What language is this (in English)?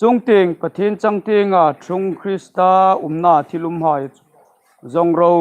Hmar